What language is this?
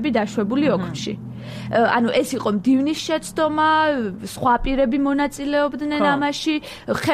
Georgian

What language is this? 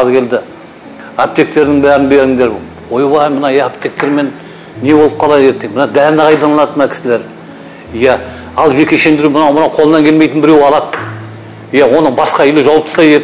Kazakh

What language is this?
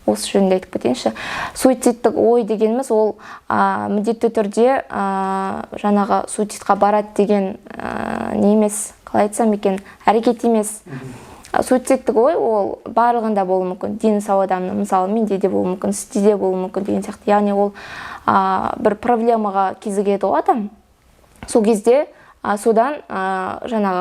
Kazakh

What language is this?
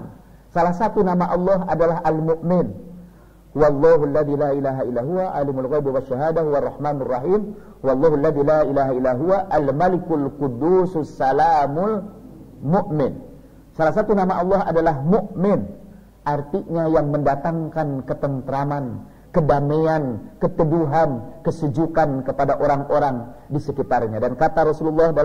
Indonesian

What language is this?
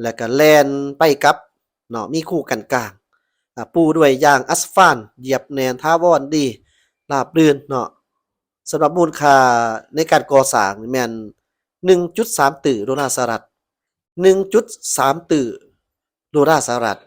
Lao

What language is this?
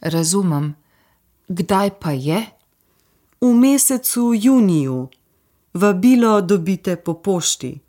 Slovenian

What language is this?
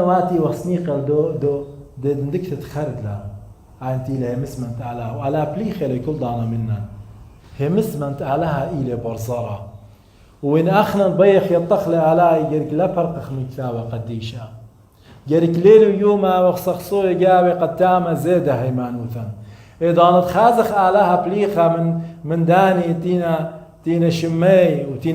Assyrian Neo-Aramaic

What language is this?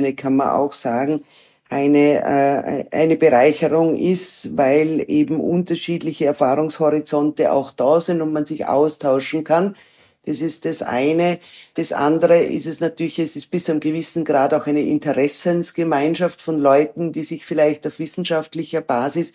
German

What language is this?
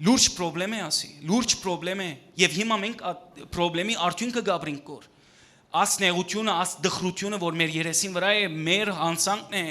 Western Armenian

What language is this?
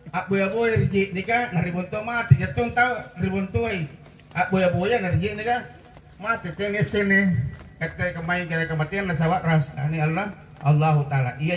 Makasar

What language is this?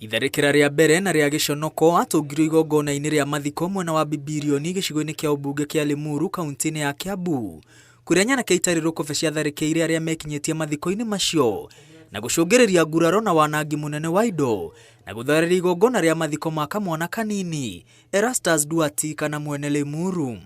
Kikuyu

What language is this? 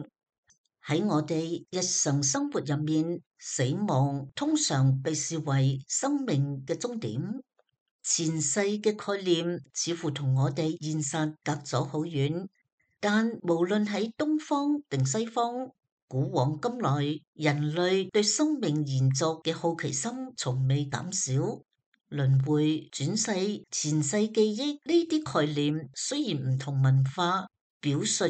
Cantonese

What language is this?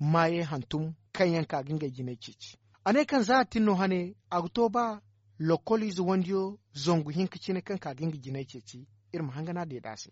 Zarma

